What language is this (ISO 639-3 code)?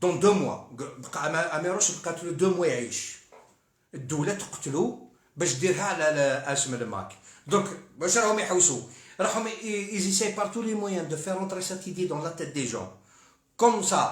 arq